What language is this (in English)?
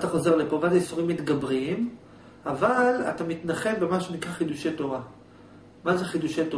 Hebrew